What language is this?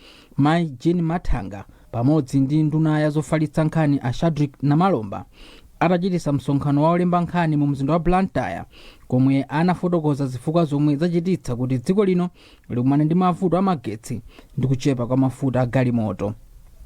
Nyanja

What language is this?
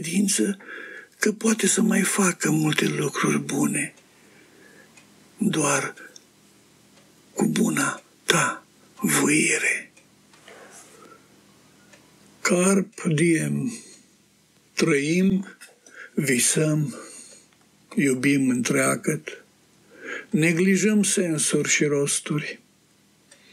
Romanian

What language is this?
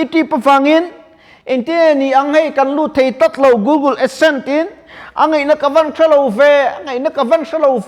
Mizo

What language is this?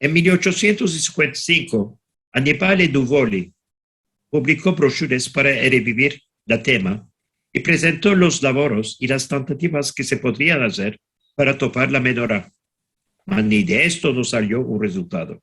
Ladino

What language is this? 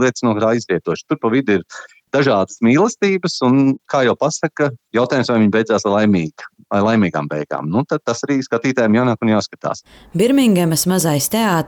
Latvian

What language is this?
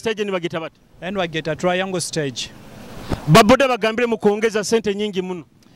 Nyoro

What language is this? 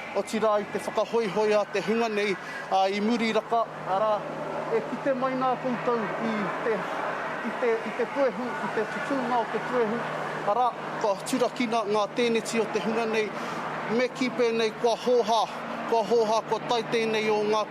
Māori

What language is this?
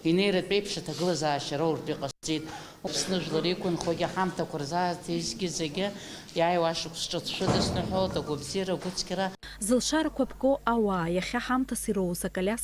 Abkhazian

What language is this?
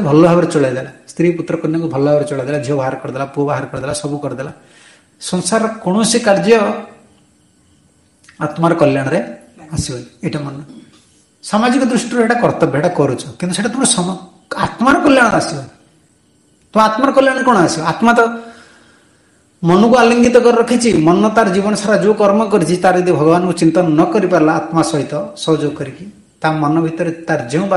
Odia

